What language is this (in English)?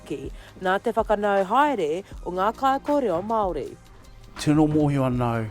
Māori